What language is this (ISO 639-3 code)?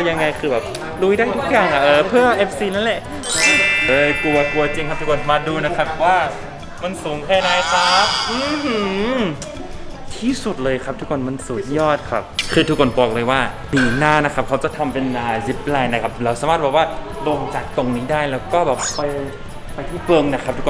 tha